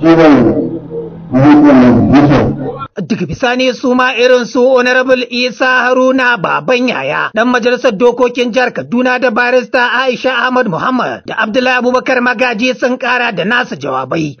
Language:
Hausa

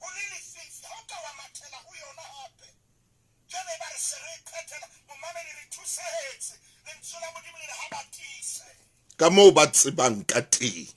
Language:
Southern Sotho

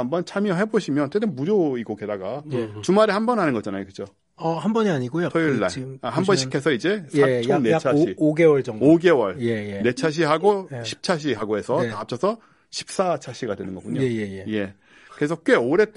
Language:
Korean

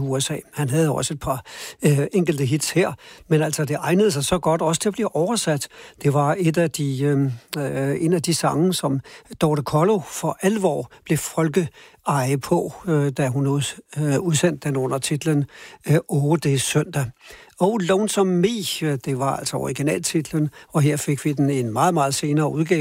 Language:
Danish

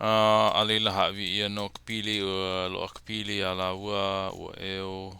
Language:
Hawaiian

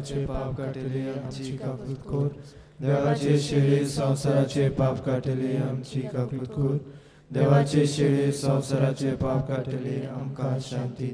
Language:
Konkani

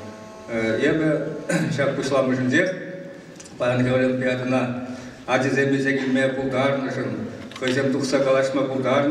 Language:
Chuvash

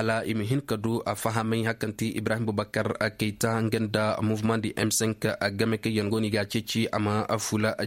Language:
Koyraboro Senni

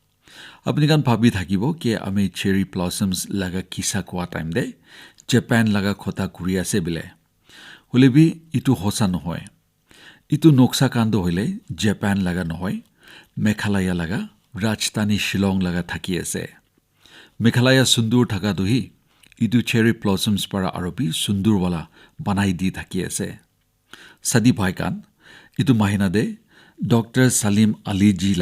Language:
Naga Pidgin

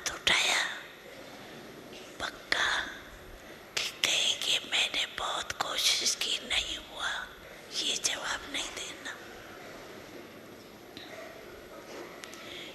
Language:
Hindi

